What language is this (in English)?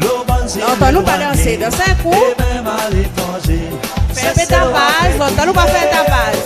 Seselwa Creole French